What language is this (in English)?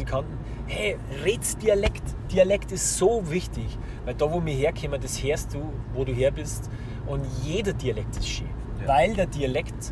Bavarian